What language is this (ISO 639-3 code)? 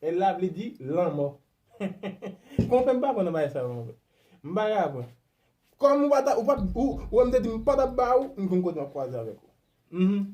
hat